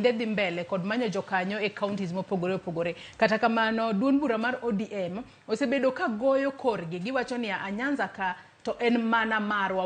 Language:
Luo (Kenya and Tanzania)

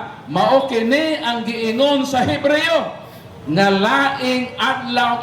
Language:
Cebuano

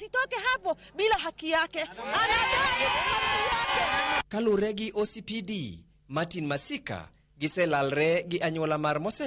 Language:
Luo (Kenya and Tanzania)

